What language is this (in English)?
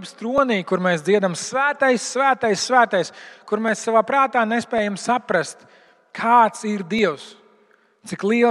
Latvian